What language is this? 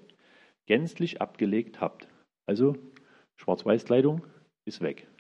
German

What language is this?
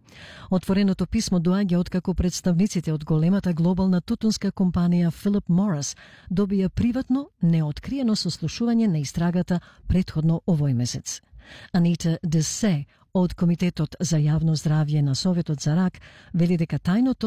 Macedonian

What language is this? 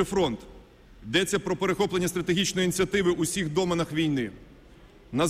Ukrainian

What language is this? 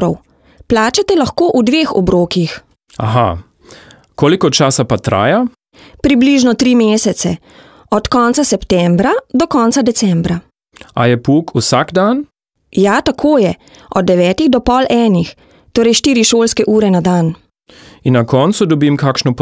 Slovenian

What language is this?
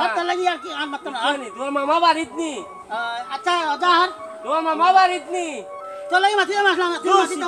Sylheti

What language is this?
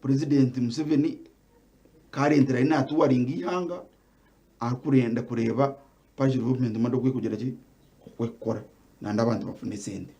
Nyankole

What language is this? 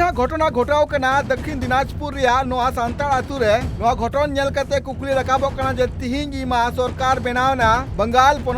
Santali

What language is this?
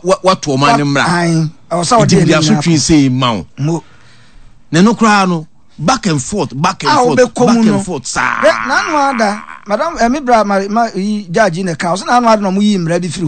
Akan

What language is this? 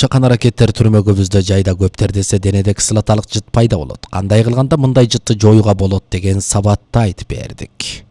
Kyrgyz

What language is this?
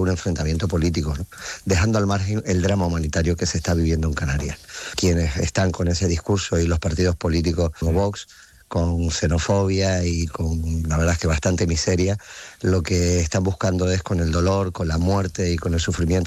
Spanish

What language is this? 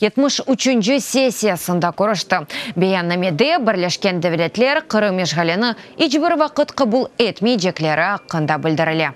Crimean Tatar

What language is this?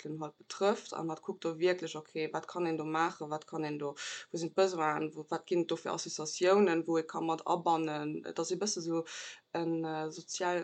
Luxembourgish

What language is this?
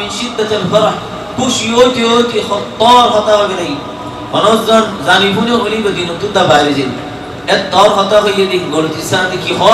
Rohingya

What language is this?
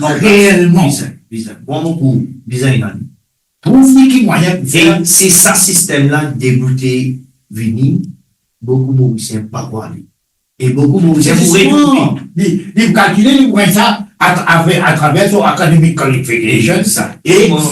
Morisyen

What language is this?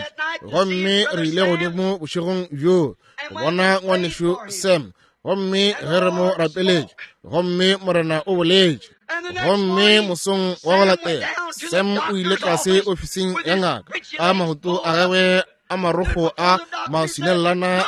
Northern Sotho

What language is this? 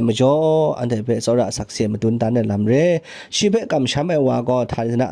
Kachin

